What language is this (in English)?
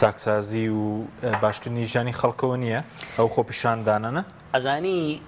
Central Kurdish